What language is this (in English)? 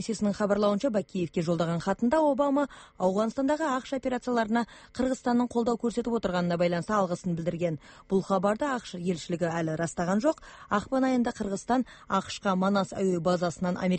Kyrgyz